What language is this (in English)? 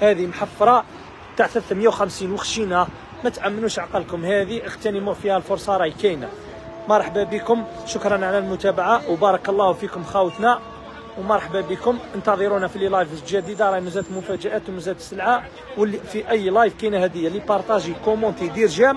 Algerian Arabic